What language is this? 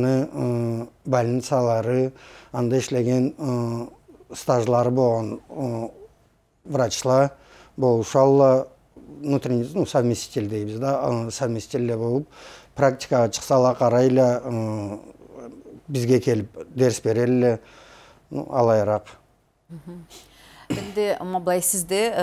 Kyrgyz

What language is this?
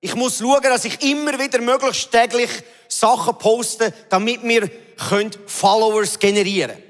Swiss German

